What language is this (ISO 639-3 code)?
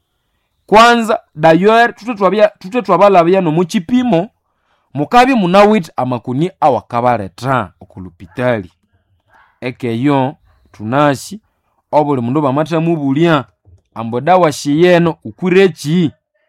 nnb